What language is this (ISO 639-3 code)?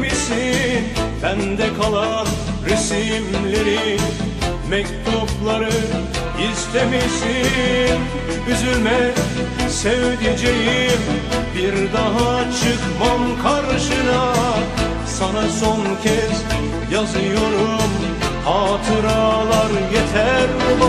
tur